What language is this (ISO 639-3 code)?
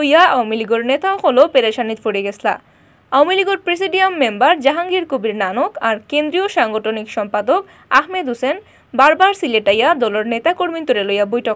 syl